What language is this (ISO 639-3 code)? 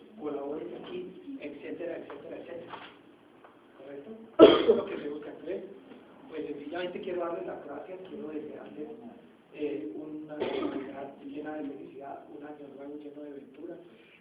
spa